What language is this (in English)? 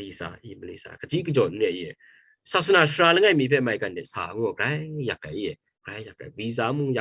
Kachin